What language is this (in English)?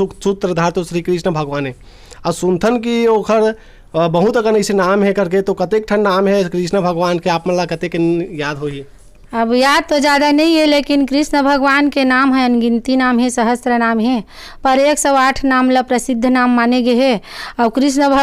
Chhattisgarhi